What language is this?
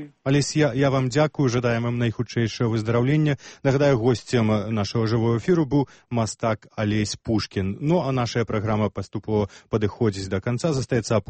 Belarusian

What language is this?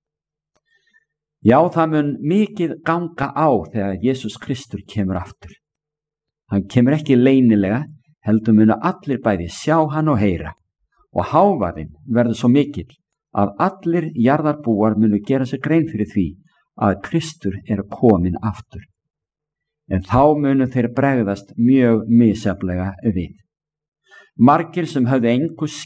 Icelandic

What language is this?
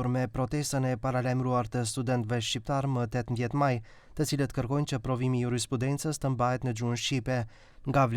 Albanian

